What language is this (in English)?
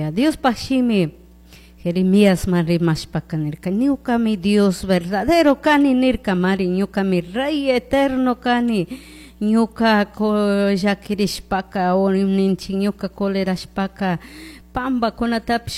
Chimborazo Highland Quichua